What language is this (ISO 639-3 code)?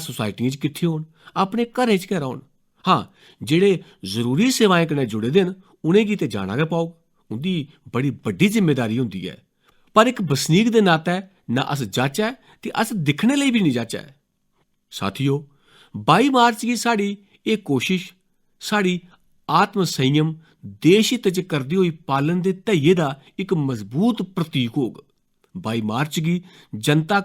doi